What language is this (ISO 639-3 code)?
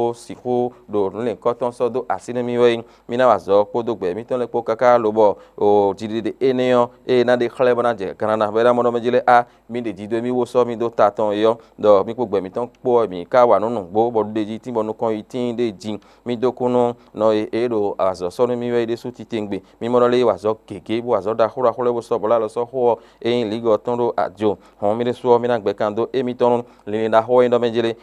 fon